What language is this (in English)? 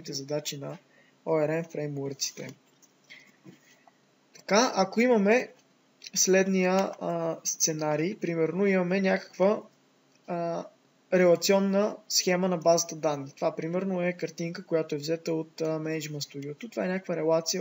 Bulgarian